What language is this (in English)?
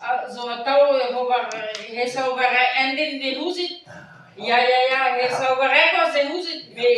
Breton